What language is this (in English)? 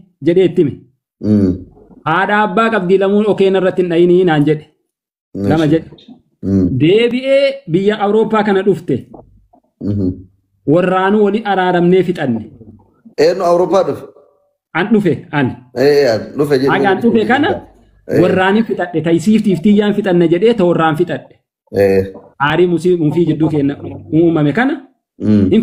Oromo